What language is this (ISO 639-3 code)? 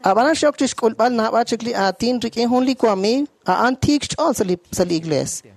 kek